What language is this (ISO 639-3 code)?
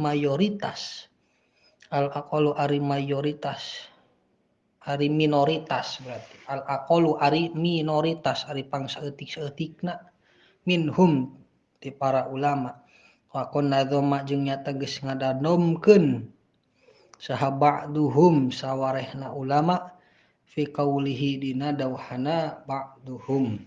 sun